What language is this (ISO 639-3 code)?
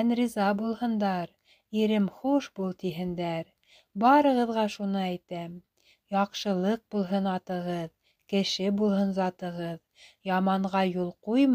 bak